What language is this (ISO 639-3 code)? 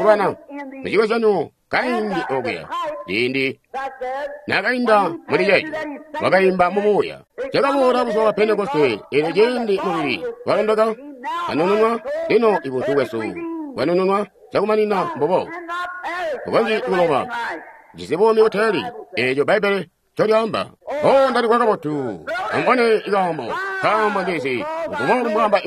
toi